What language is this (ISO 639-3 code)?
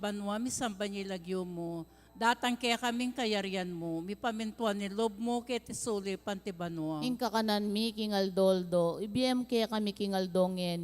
pam